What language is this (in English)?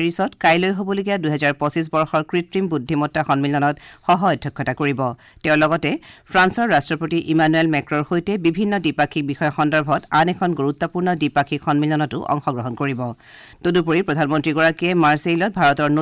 Assamese